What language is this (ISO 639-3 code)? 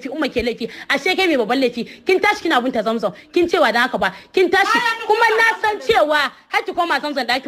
hau